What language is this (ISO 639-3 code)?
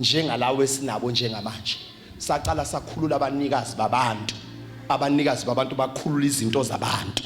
zul